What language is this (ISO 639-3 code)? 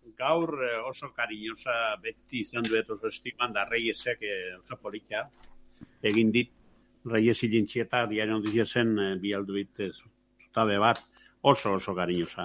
eus